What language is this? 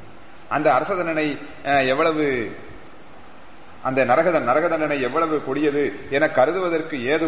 Tamil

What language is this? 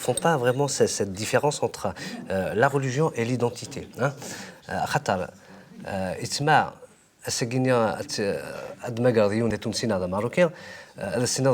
Kabyle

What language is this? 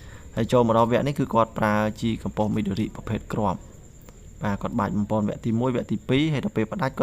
Khmer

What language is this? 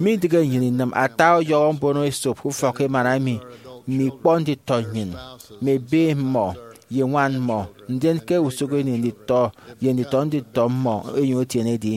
Efik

